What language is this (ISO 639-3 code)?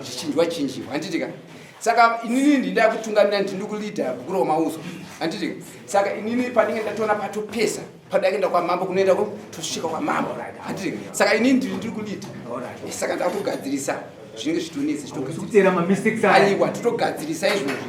sna